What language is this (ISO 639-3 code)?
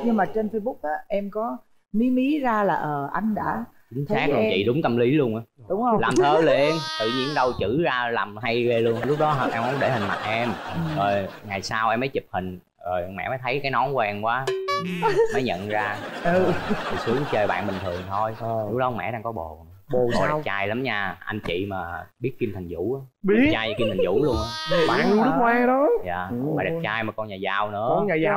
vie